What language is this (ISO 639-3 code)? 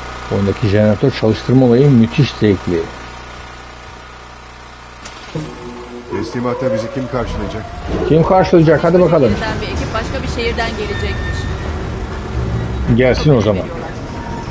tur